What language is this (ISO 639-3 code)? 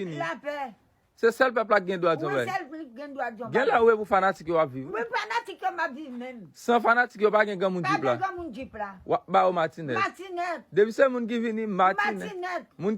hat